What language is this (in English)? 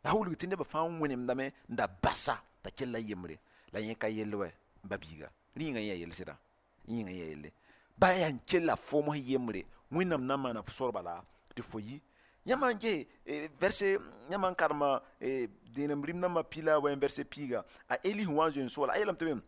Mossi